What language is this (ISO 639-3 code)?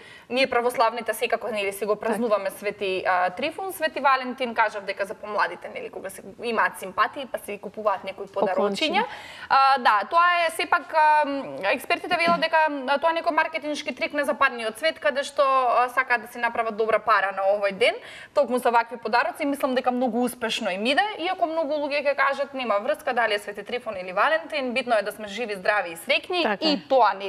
mkd